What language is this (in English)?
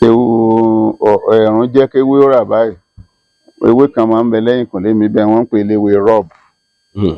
Yoruba